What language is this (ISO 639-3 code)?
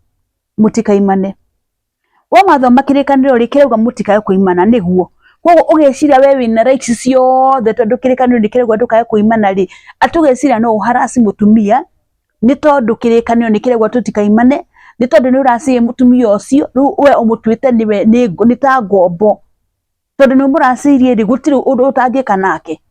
kik